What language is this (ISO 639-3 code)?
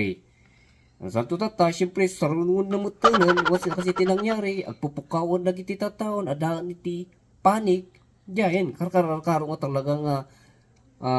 ilo